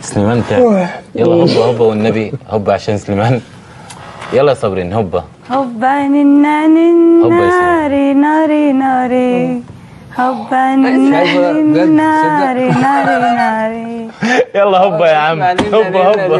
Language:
Egyptian Arabic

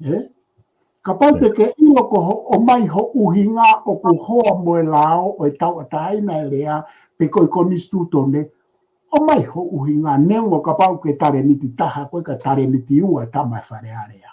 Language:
Tongan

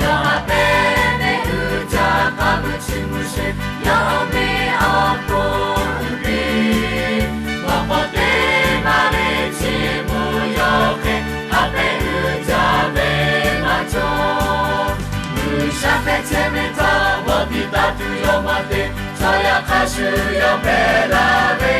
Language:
Lahu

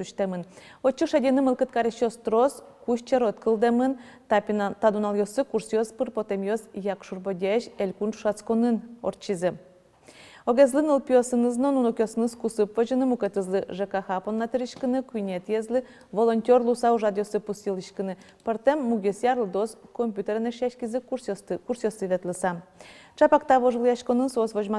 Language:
Udmurt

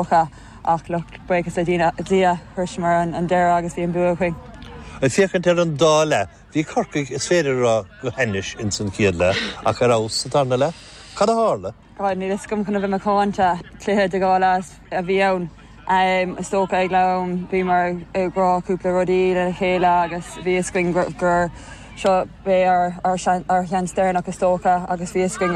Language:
Irish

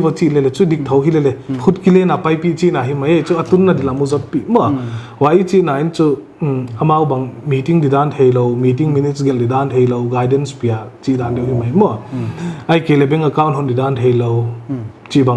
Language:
Paite Chin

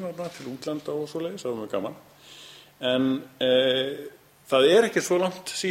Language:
Icelandic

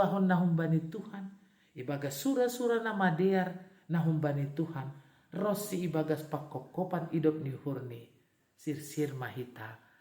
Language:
Batak Simalungun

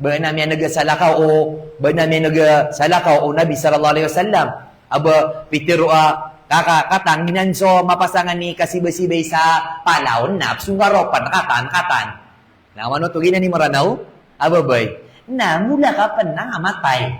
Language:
Maranao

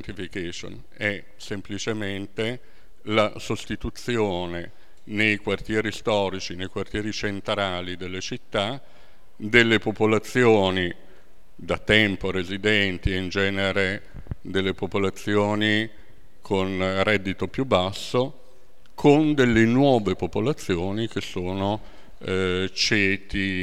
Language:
Italian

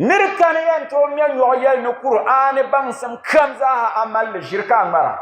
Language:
Dagbani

